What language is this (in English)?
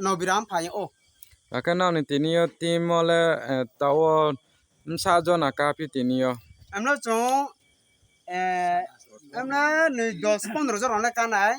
Riang (India)